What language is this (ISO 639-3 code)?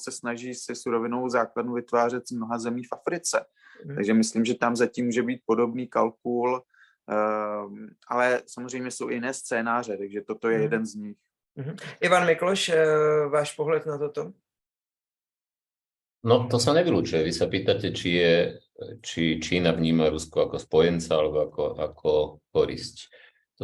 ces